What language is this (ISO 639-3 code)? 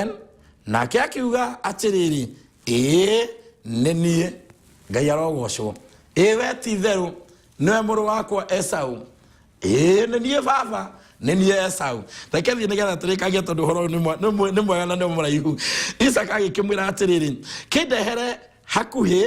kik